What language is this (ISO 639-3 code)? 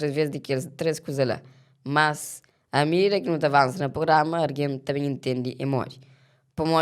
kea